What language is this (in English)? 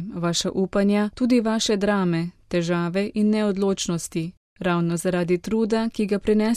Slovenian